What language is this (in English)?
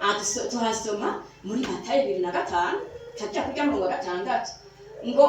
Rundi